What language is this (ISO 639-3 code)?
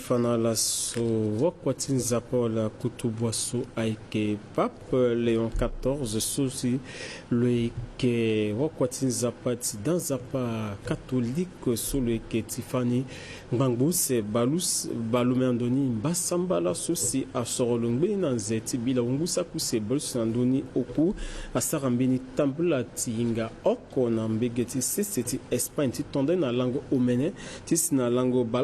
sag